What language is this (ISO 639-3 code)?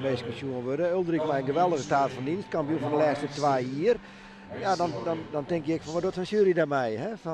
fry